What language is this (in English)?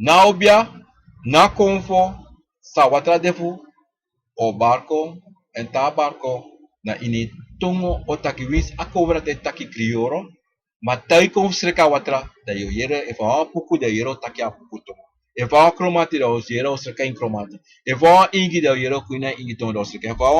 Sranan Tongo